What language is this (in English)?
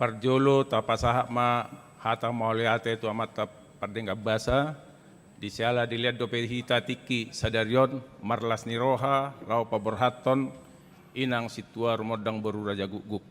Batak Toba